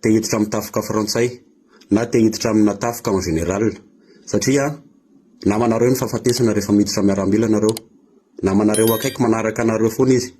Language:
Malagasy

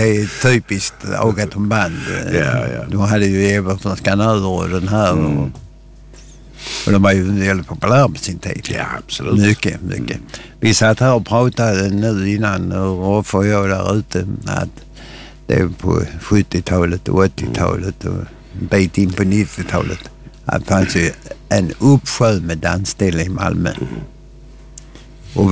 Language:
Swedish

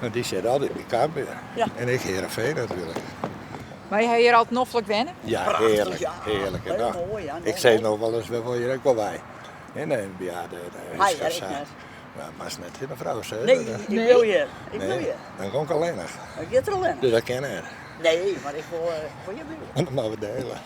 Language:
Western Frisian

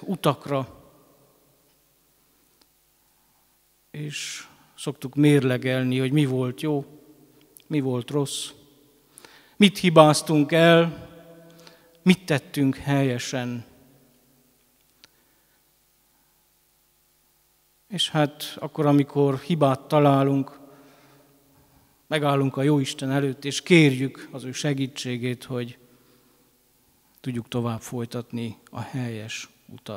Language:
Hungarian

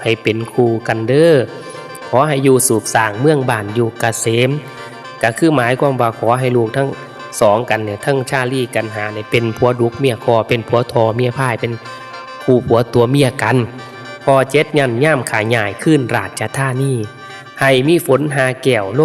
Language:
Northeastern Thai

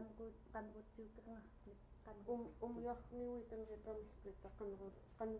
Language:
Central Yupik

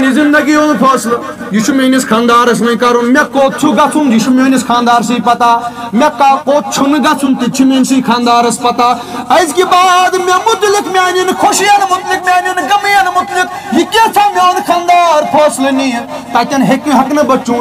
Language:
Kashmiri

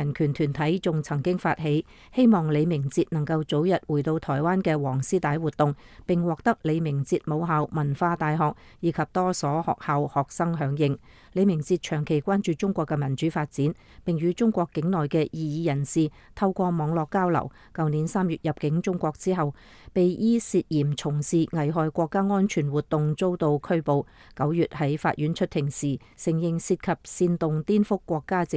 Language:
Cantonese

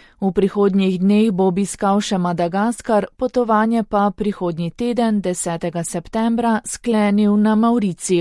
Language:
Slovenian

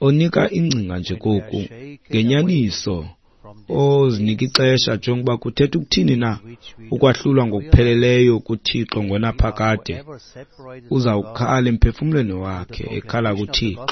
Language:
Xhosa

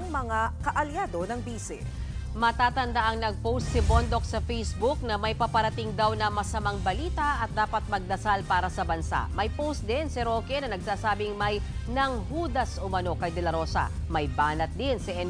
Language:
Filipino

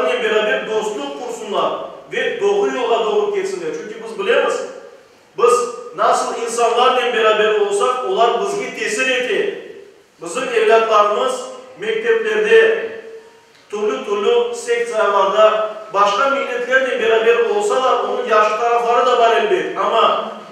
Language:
Crimean Tatar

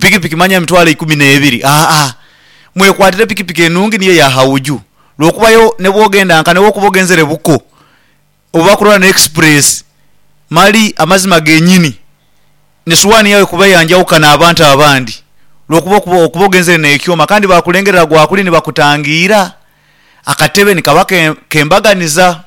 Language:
Nyoro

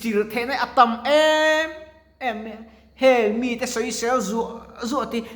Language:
Mizo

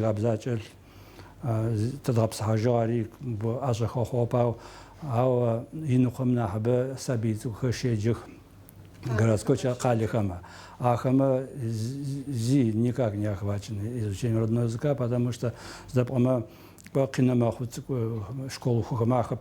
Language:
Adyghe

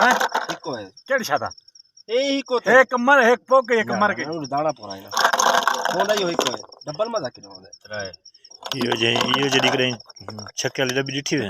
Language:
Saraiki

